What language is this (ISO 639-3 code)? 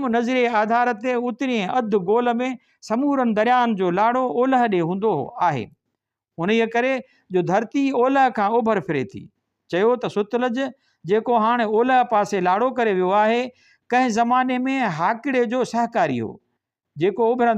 snd